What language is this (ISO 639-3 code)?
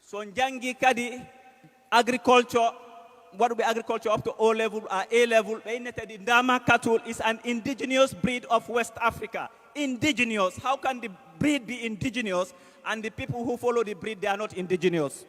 ful